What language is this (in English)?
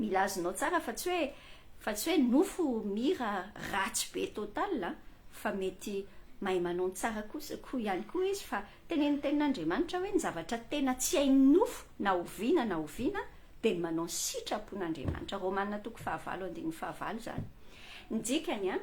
Malagasy